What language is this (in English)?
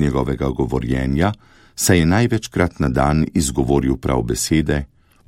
Slovenian